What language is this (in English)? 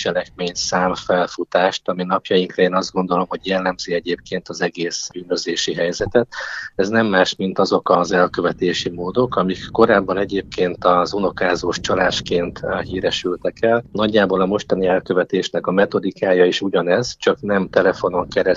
Hungarian